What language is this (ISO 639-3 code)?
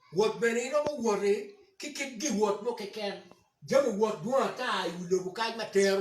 ach